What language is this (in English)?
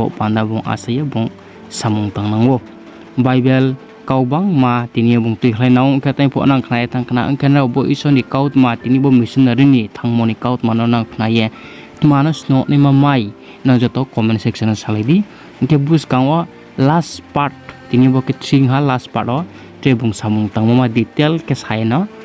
Riang (India)